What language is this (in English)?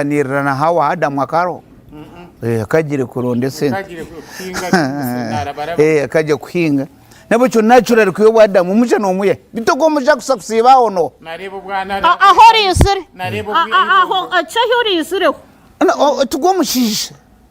Nyankole